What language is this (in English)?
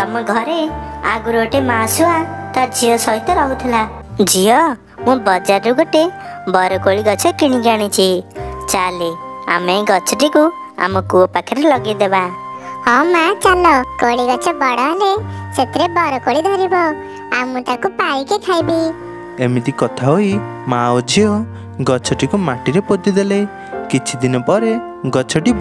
Odia